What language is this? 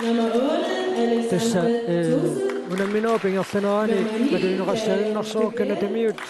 Kalaallisut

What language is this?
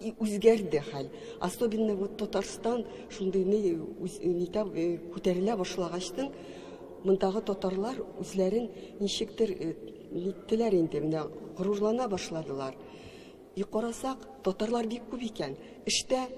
Tatar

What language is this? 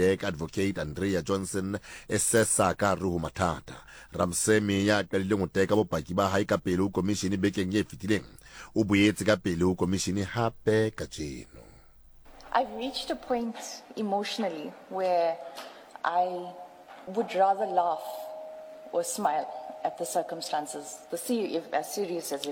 Southern Sotho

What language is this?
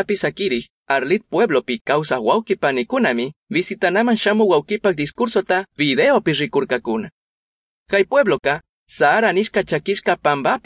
Chimborazo Highland Quichua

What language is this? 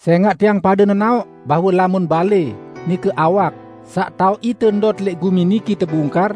Sasak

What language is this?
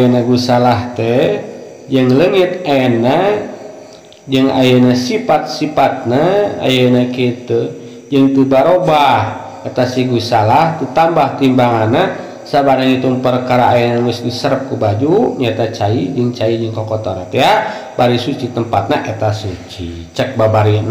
Sundanese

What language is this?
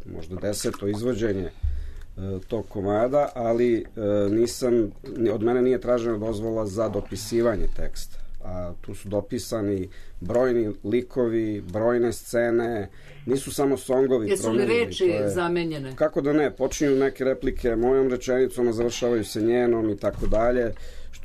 Serbian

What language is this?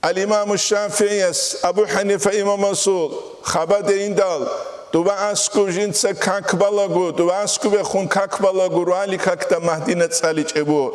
Avaric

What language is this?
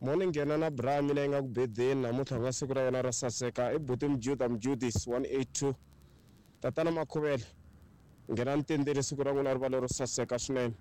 Tsonga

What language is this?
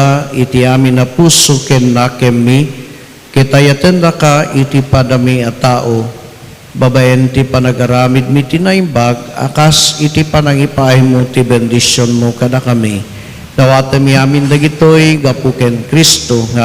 Iloko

